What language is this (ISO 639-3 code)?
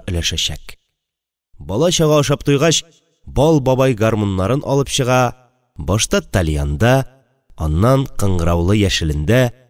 tat